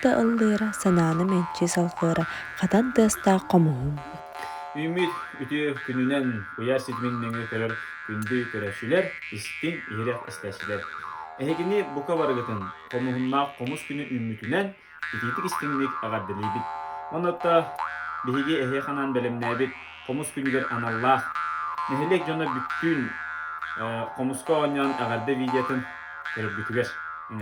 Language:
Yakut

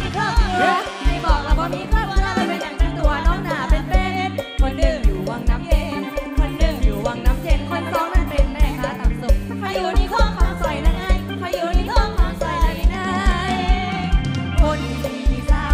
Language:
Thai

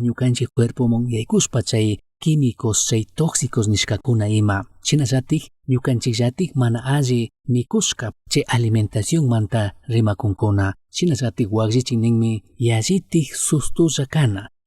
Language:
Chimborazo Highland Quichua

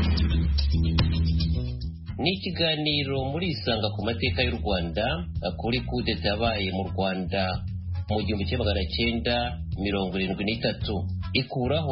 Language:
Kinyarwanda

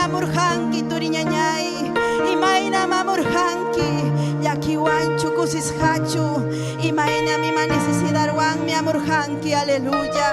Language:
Ayacucho Quechua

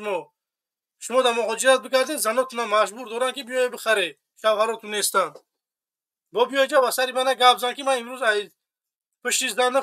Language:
Tajik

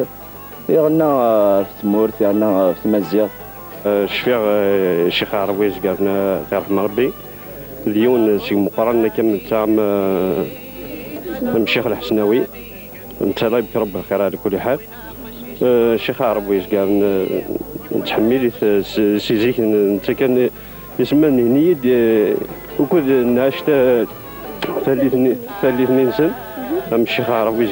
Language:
Kabyle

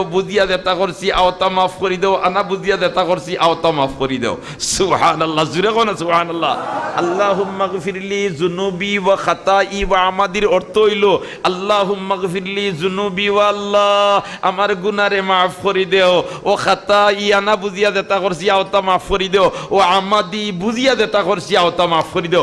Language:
Sylheti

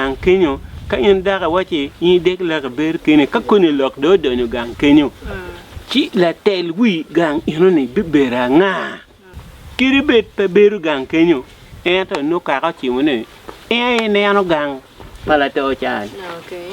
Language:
Acoli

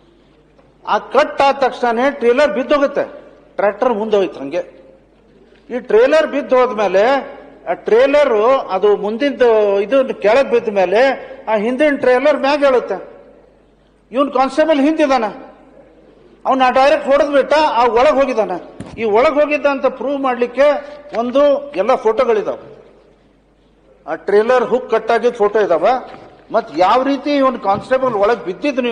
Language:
Kannada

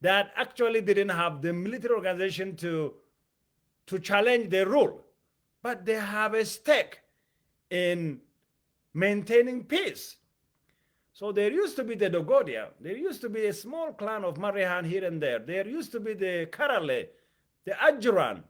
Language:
English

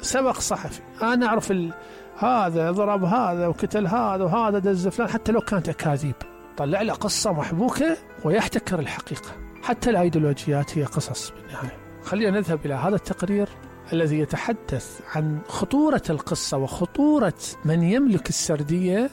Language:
Mesopotamian Arabic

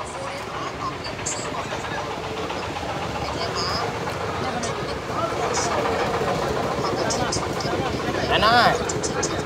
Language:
Burmese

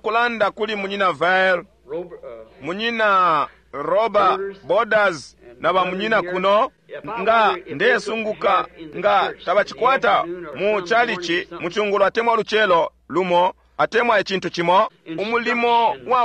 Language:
Bemba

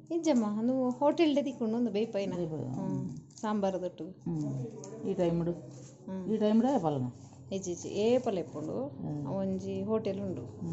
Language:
Tulu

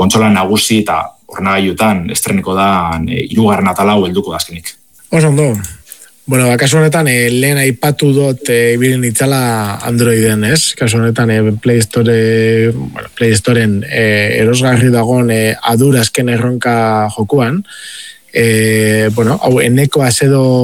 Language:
Basque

